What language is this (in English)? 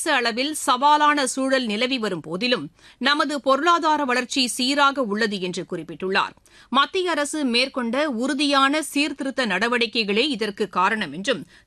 Tamil